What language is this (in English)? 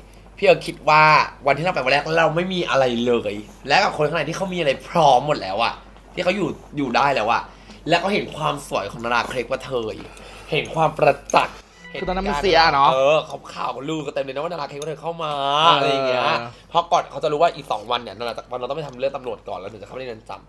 Thai